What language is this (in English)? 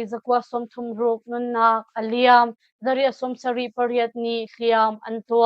Hakha Chin